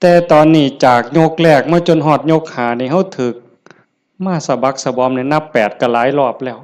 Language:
Northeastern Thai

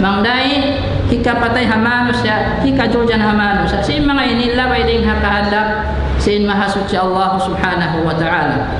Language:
Tausug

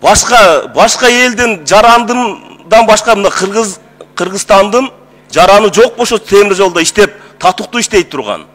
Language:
Kyrgyz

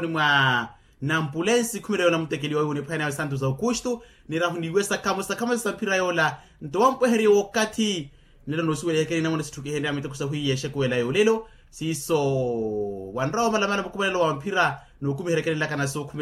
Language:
Makhuwa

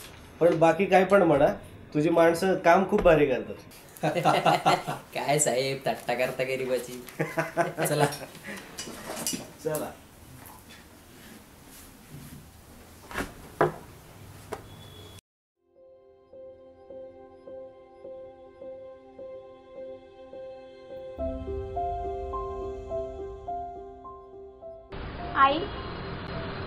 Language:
Marathi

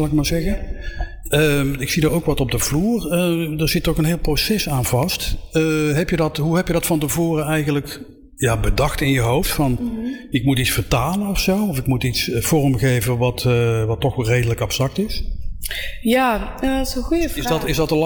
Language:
Dutch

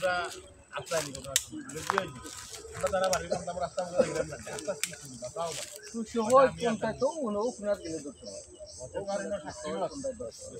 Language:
Sylheti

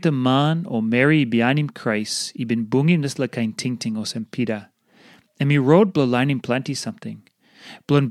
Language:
Tok Pisin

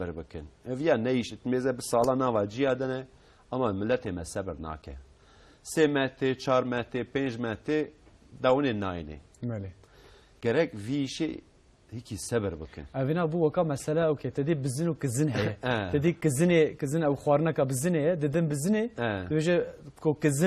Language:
Kurdish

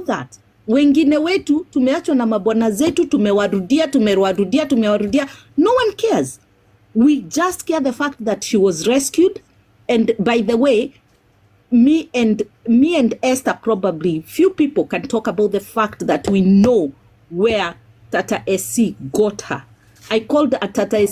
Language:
Kikuyu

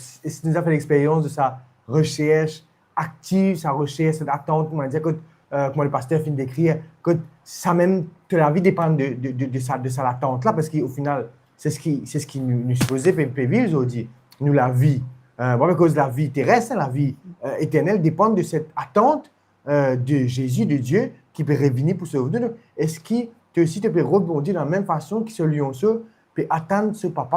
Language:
Morisyen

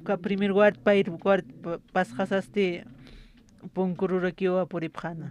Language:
Aymara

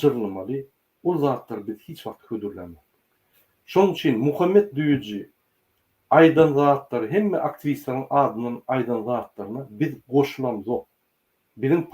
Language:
Turkmen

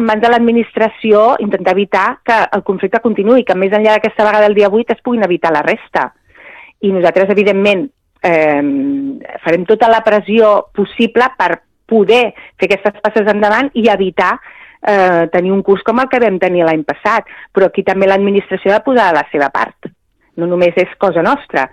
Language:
Catalan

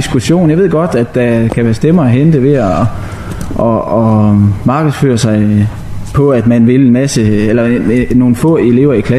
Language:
Danish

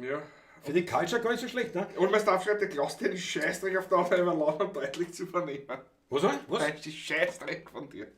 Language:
Bavarian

